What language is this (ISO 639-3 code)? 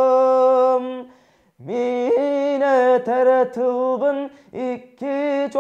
sah